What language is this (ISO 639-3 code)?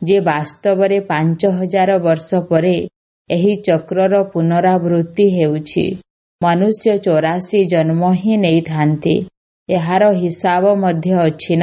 ori